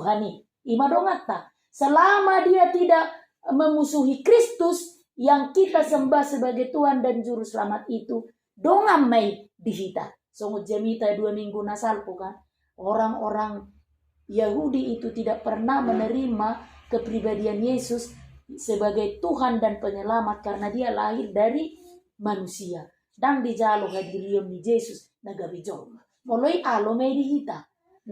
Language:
Batak Toba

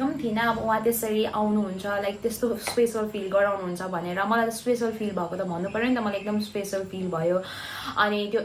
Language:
Nepali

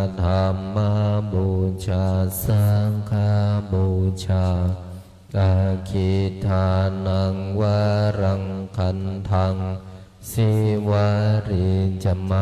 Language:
Pali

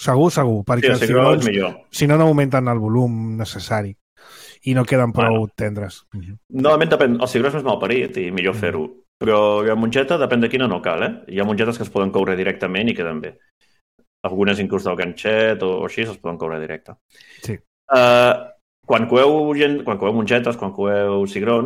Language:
Catalan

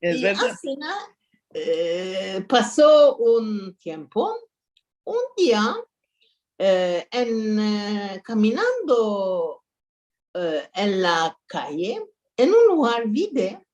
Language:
Ladino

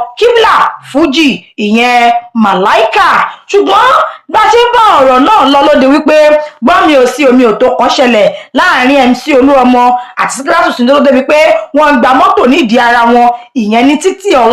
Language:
Yoruba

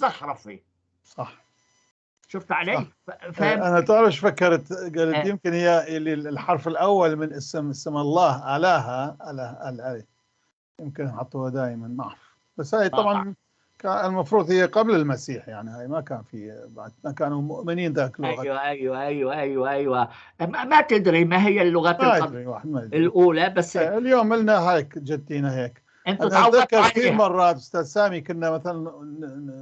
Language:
North Levantine Arabic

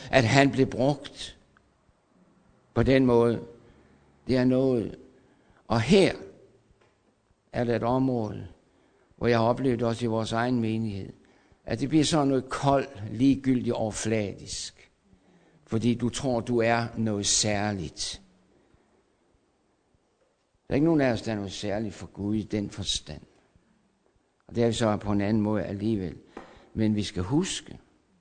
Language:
Danish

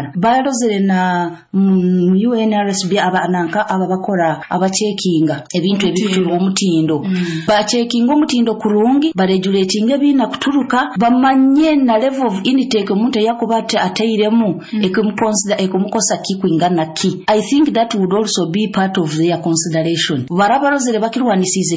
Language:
Nyoro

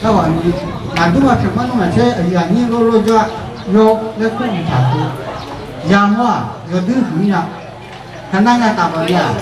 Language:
Akha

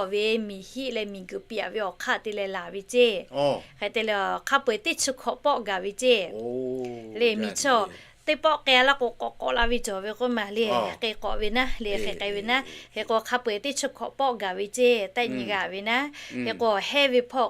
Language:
Lahu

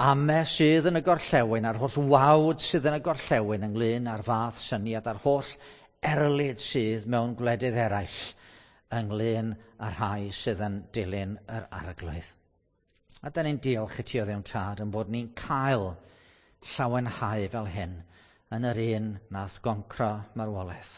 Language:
Welsh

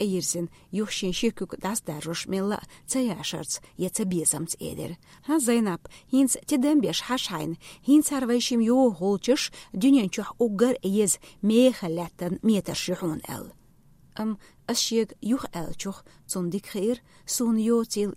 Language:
Chechen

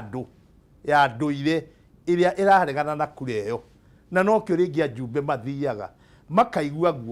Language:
Kikuyu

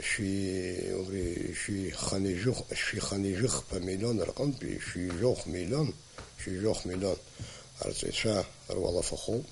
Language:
Abkhazian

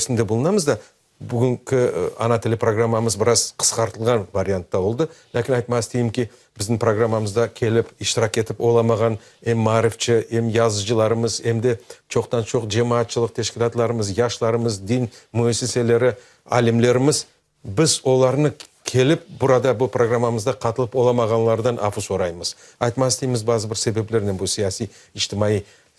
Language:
Crimean Tatar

